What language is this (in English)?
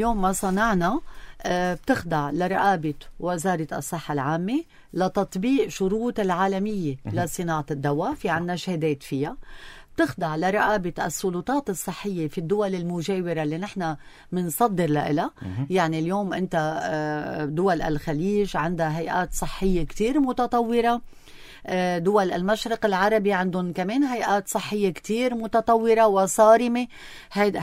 North Levantine Arabic